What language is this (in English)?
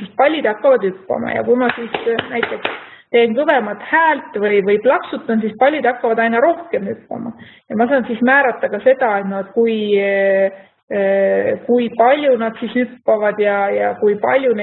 Estonian